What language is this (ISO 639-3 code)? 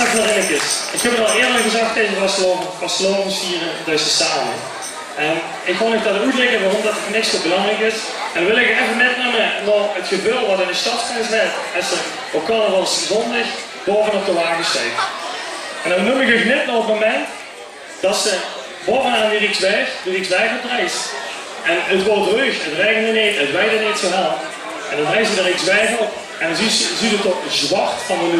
lim